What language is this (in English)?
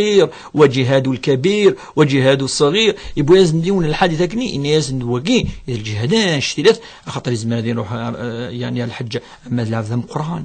Kabyle